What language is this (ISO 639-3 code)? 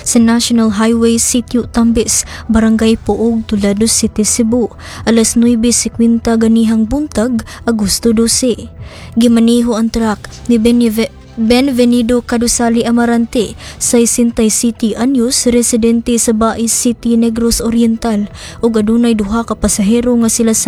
ceb